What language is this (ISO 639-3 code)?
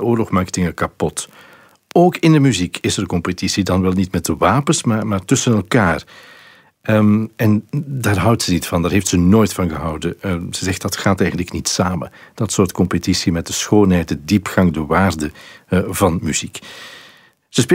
nld